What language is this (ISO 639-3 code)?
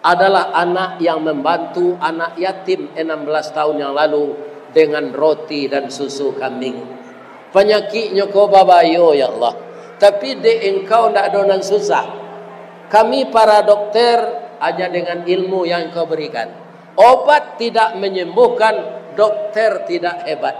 min